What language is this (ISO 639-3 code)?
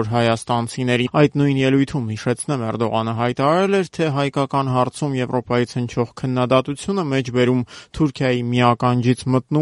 hye